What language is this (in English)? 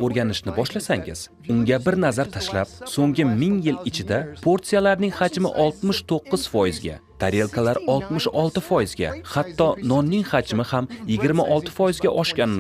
Uzbek